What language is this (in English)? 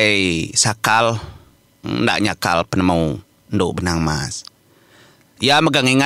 Iban